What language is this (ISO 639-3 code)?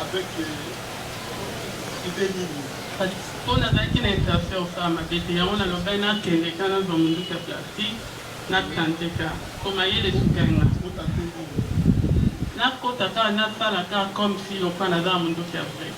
lin